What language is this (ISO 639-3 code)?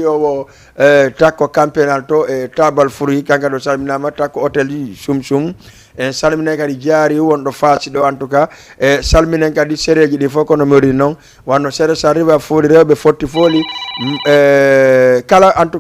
ful